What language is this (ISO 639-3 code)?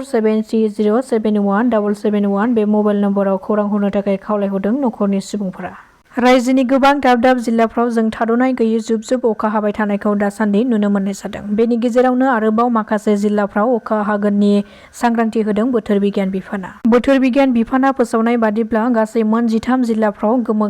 brx